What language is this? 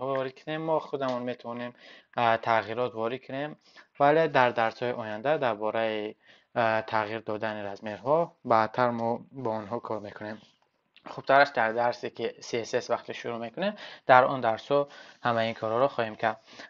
Tajik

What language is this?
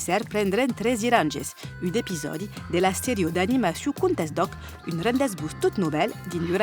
Occitan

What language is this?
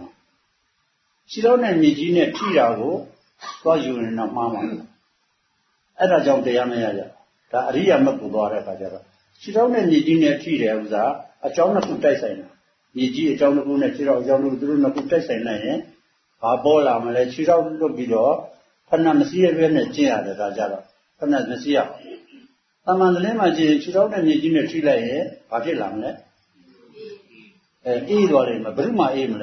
Burmese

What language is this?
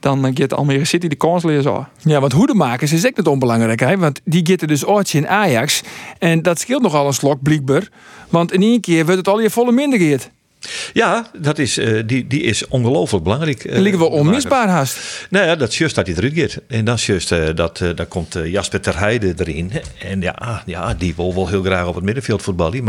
Western Frisian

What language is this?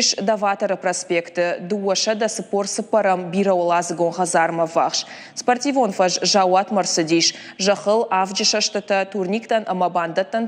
Ossetic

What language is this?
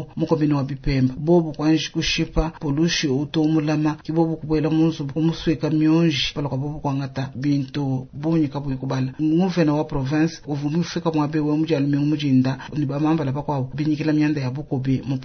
Luba-Lulua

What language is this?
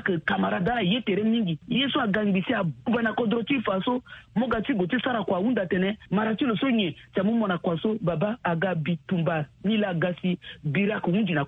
Sango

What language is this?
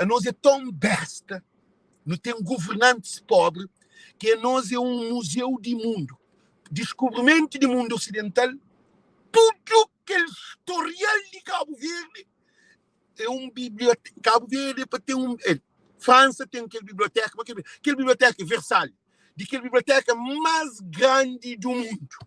Kabuverdianu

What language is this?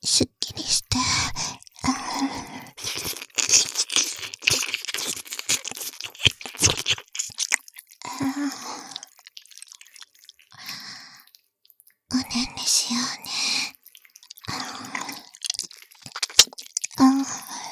Japanese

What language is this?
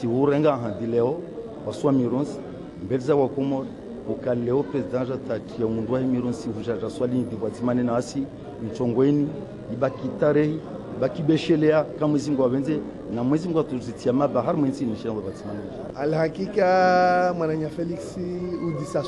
Ngazidja Comorian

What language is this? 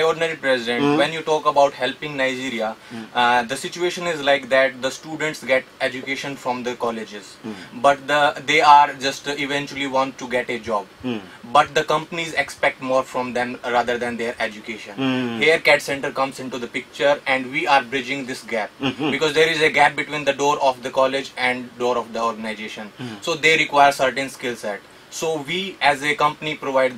English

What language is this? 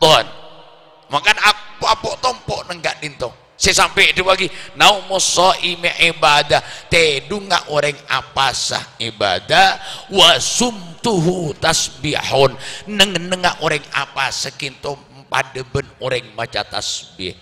Madurese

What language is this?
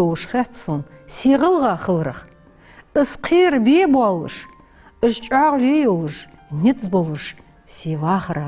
Ingush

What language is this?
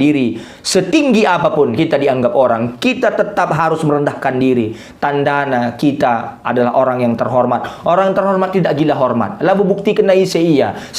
Batak Karo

